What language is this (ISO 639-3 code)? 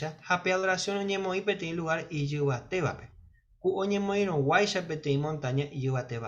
grn